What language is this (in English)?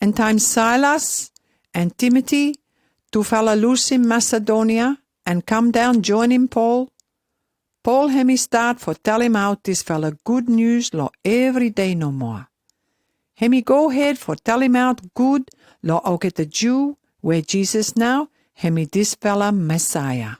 Pijin